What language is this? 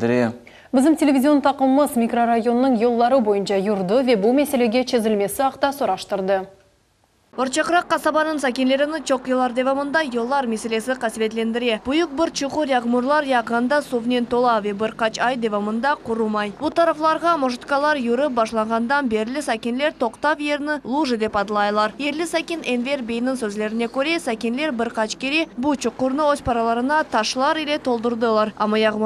Crimean Tatar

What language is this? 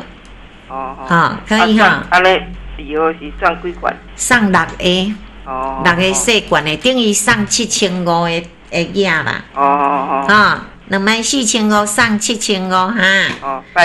Min Nan Chinese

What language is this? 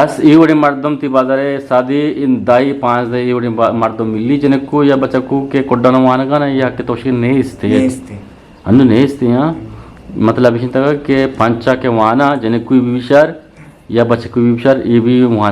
Eastern Balochi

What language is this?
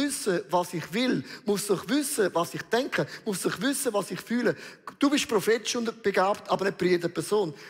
Swiss German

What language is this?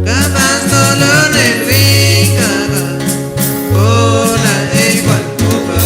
Chuj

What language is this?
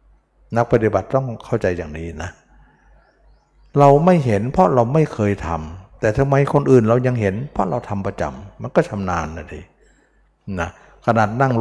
Thai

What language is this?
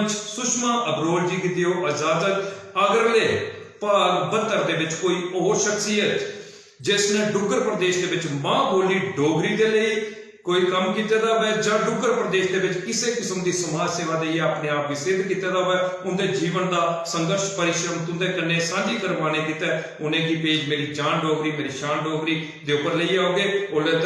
Dogri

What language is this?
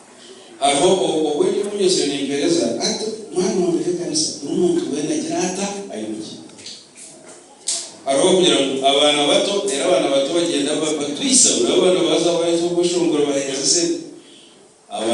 Kinyarwanda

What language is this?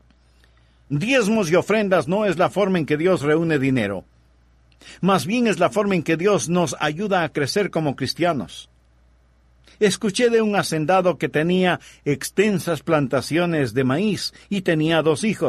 Spanish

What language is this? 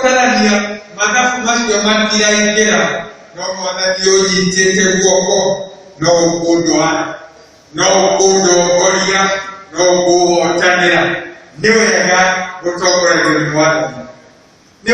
Kikuyu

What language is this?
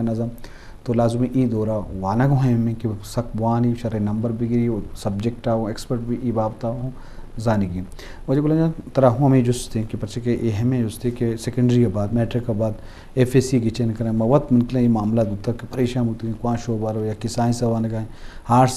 Eastern Balochi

